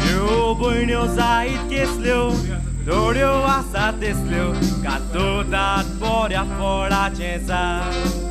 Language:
Konkani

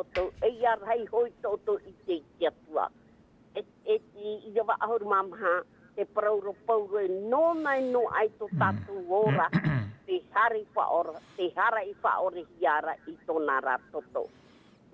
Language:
Tahitian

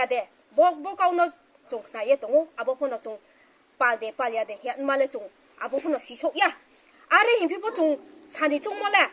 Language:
Riang (India)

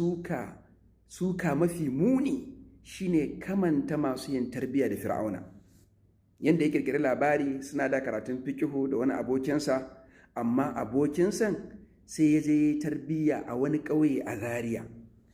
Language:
Hausa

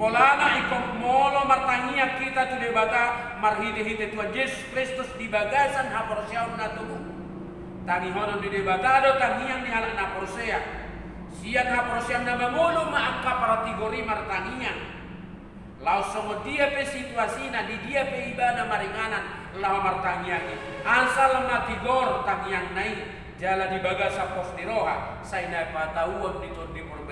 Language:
Batak Toba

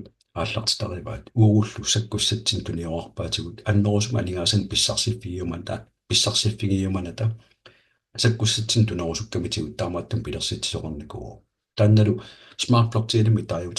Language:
Kalaallisut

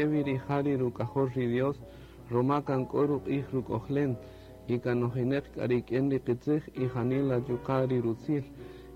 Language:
Kaqchikel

